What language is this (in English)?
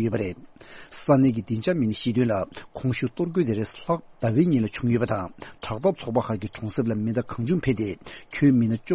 Tibetan